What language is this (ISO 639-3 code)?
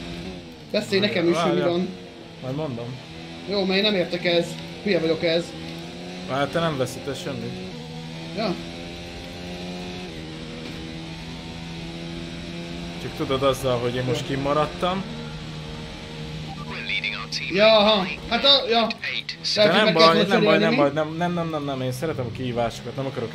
hun